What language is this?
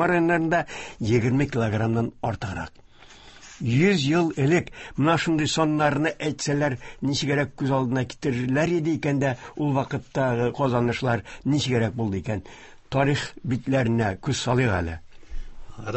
Tatar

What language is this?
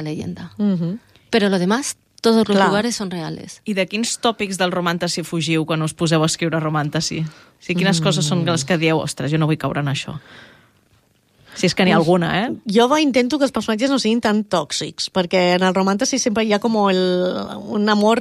Catalan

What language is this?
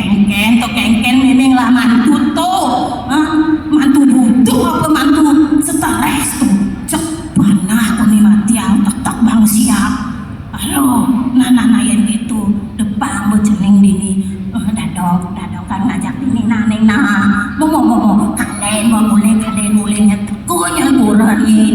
Balinese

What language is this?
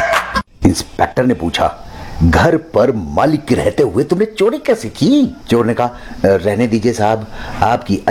Hindi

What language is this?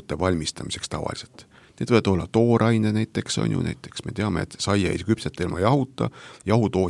Estonian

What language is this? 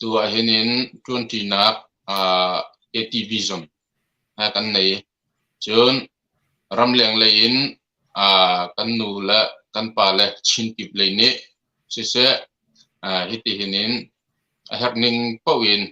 Hakha Chin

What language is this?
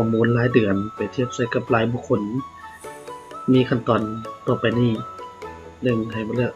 Lao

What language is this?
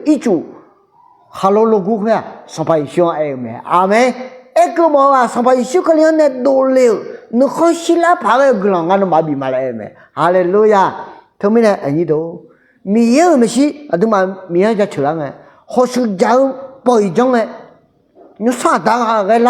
Akha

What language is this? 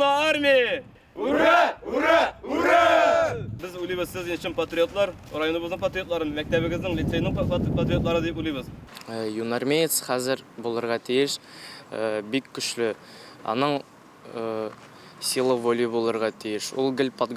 Tatar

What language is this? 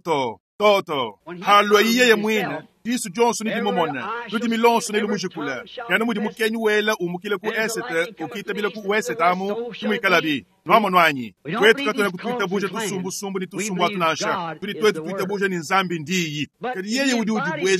Luba-Lulua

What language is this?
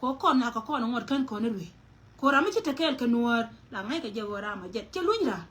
Nuer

